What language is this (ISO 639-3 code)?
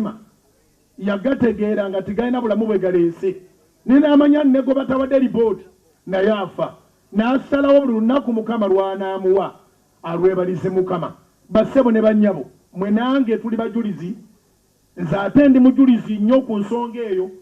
lug